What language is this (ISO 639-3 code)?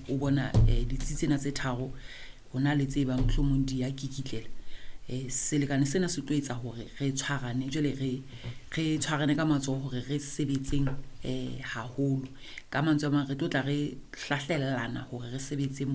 sot